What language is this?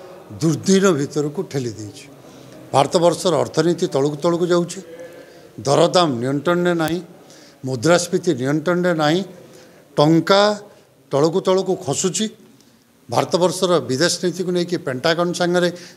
Odia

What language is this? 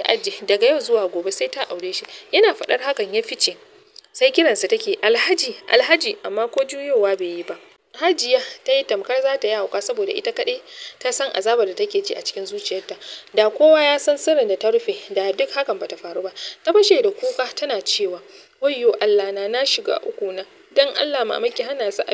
Hausa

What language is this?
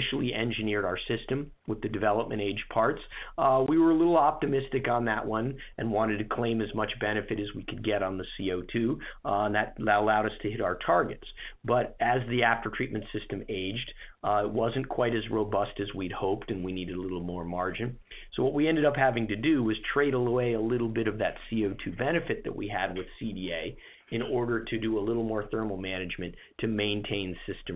English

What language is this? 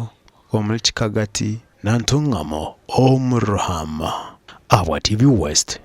Nyankole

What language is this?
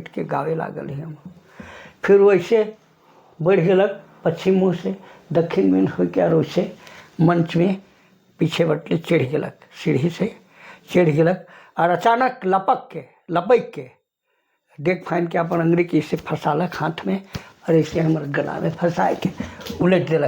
Sadri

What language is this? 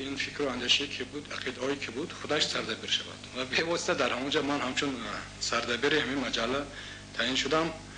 Tajik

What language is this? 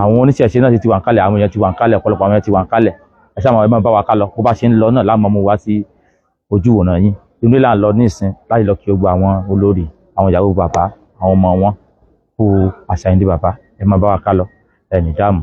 Yoruba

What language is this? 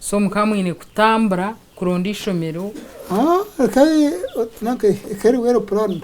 Nyankole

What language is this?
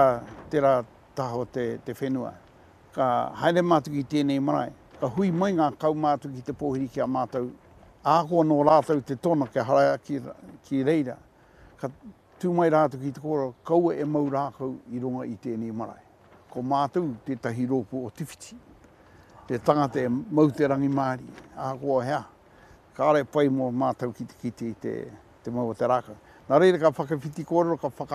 Māori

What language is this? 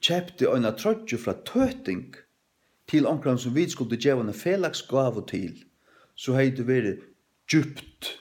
Faroese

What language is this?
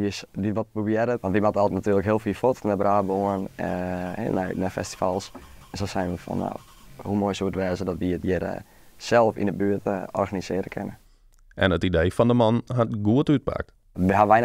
Western Frisian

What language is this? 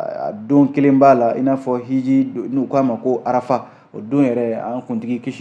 Bambara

